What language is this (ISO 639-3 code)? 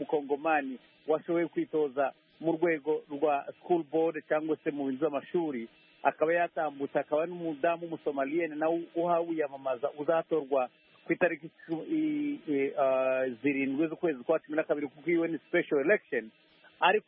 kin